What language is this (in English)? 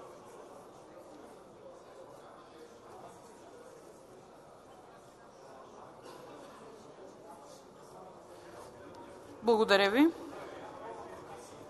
Bulgarian